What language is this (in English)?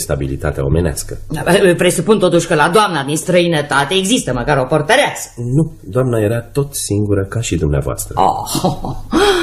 Romanian